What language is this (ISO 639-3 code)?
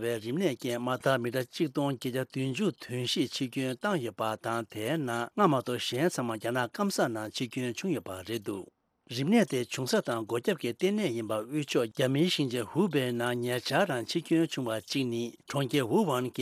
bod